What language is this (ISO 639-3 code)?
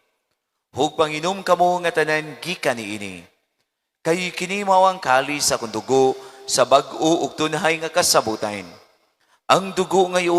ceb